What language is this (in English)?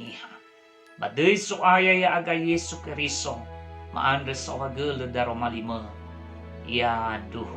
Nias